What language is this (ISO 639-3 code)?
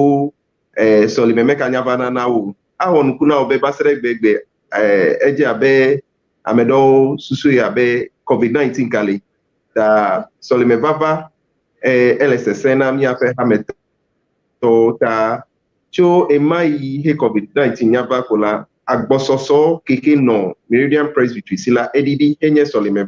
ewe